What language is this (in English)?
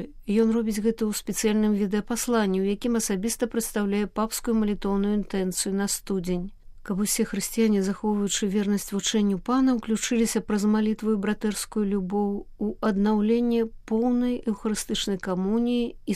Belarusian